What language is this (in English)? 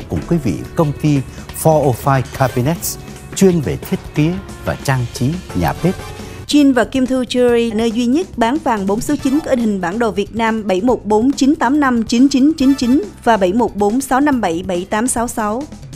Vietnamese